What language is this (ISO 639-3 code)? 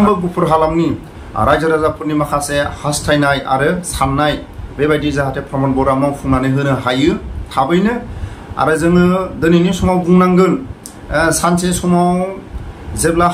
brx